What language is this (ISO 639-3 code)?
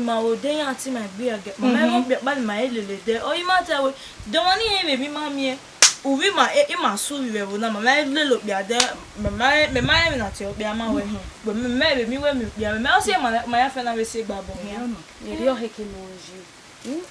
bin